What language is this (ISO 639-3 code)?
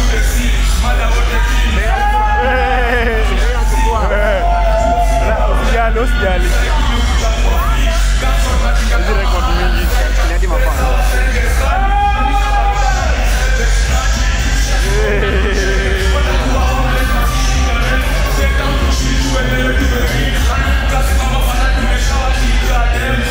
swa